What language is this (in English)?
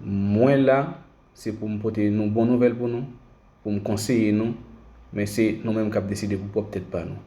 Haitian Creole